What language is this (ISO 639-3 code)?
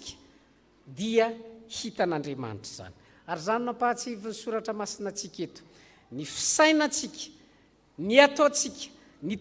mlg